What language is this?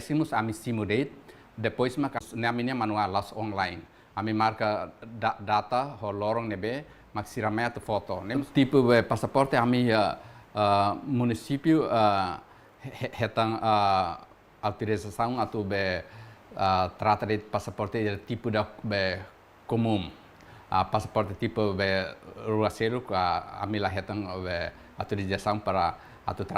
Tetum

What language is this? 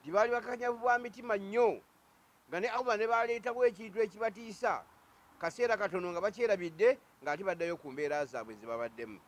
Ganda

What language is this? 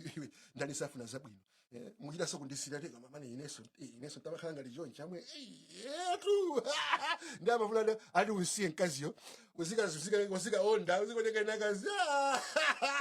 Nyanja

